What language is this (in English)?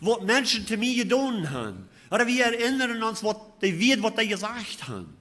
Plautdietsch